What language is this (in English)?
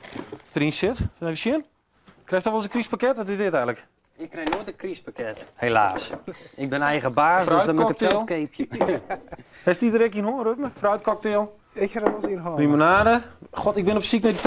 Western Frisian